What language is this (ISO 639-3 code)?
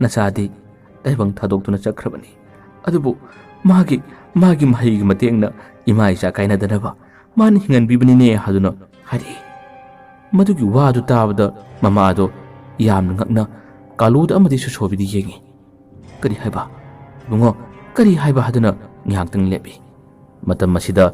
mni